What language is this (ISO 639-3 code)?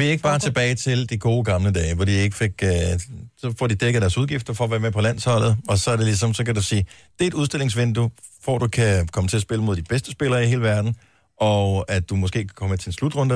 dan